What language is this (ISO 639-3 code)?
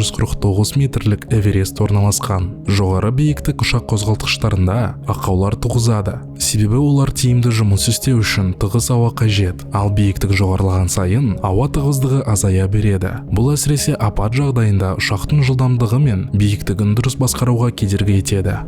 kaz